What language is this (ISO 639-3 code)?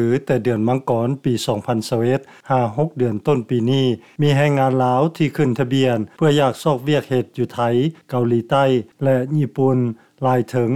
lao